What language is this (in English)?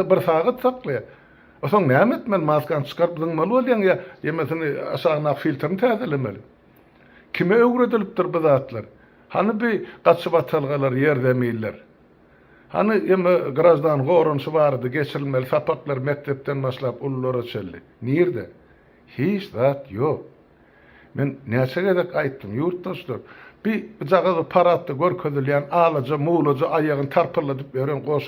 Turkmen